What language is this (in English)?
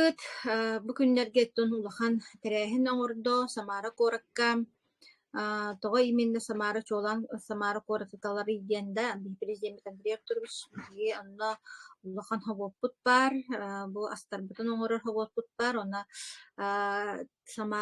Yakut